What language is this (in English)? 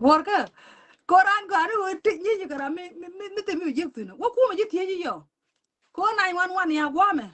Nuer